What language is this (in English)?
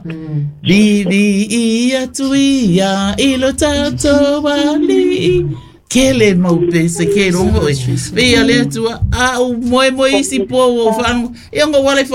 Samoan